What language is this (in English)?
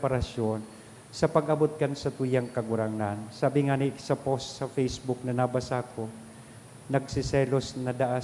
Bikol